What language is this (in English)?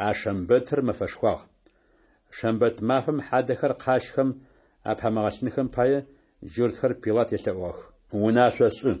Adyghe